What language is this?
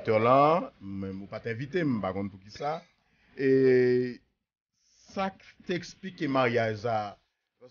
Haitian Creole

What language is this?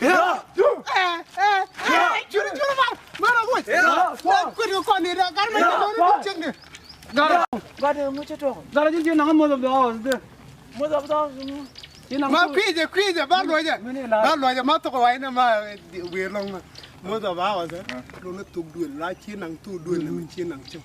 Nuer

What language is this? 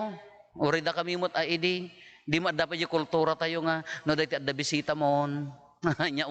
Iloko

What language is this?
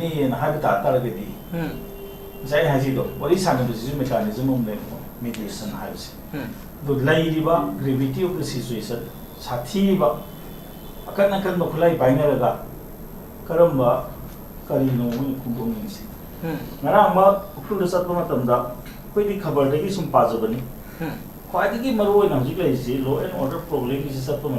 Manipuri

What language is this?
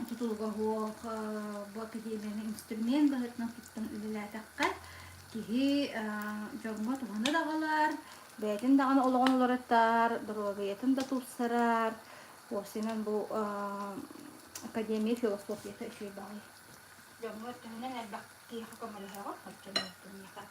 Yakut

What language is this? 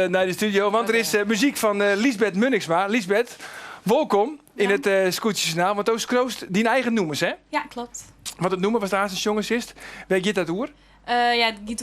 Western Frisian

